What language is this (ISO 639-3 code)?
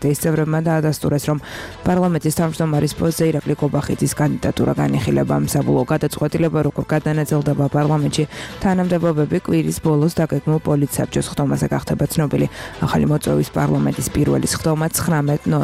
kat